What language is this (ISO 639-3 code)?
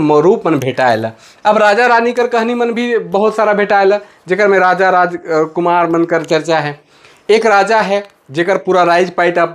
sck